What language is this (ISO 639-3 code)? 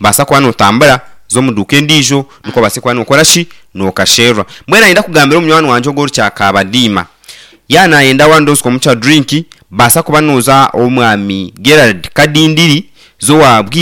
nyn